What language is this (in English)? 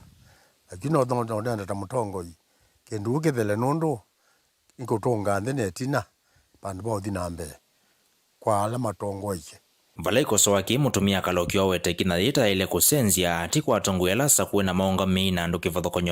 Kamba